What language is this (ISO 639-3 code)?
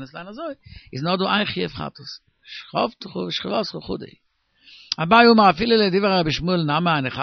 yid